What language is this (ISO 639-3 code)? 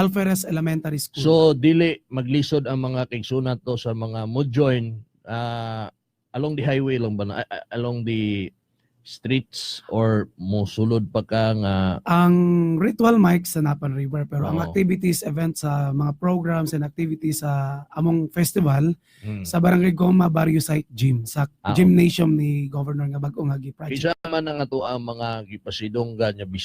ceb